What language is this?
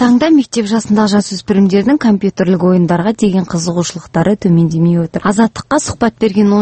Kazakh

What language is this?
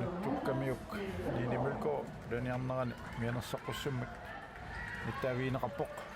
Kalaallisut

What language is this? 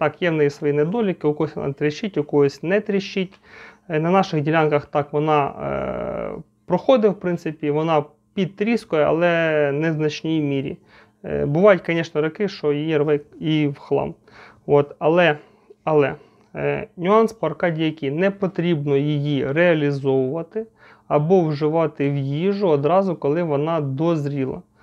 Ukrainian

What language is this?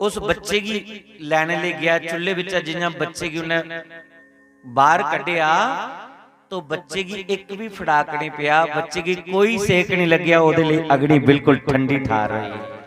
Dogri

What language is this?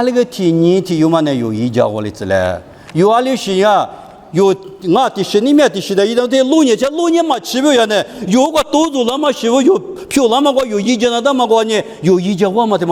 Lisu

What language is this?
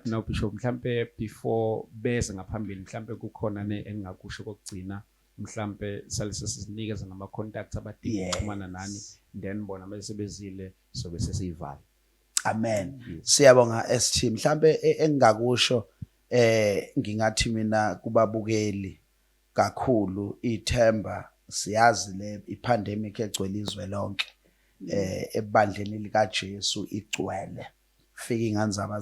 Zulu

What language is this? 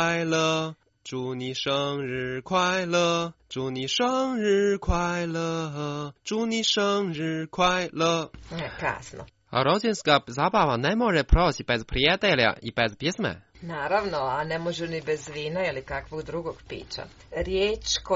Croatian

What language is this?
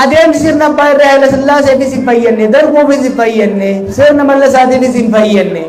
Oromo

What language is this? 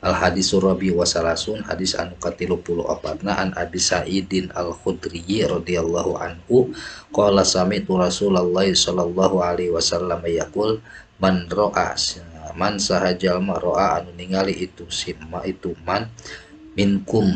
Sundanese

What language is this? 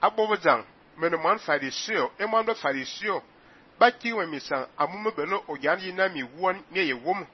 Fang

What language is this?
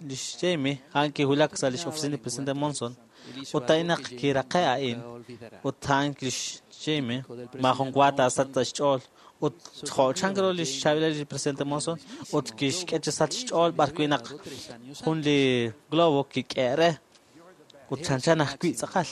Kekchí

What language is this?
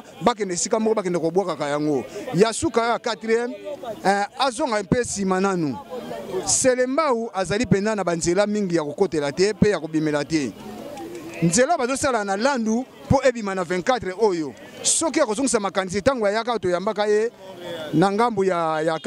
Lingala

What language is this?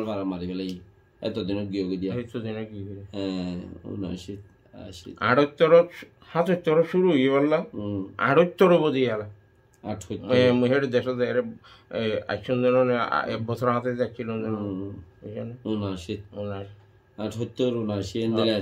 Rohingya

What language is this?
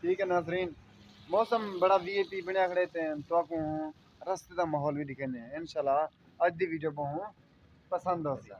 Saraiki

